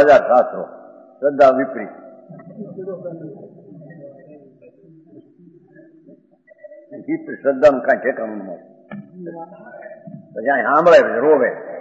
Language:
Gujarati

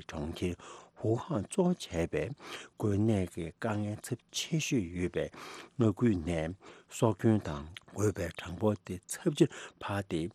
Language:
Tibetan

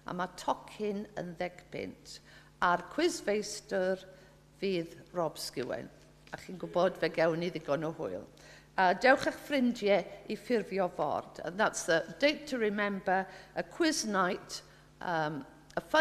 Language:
Welsh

